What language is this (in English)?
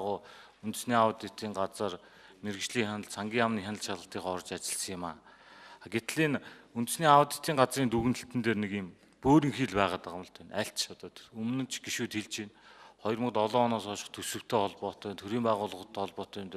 Mongolian